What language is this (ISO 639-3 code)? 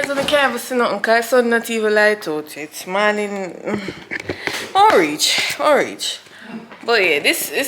jam